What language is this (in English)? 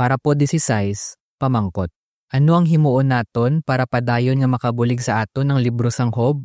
Hiligaynon